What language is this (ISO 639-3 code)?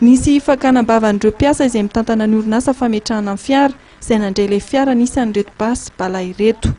mlg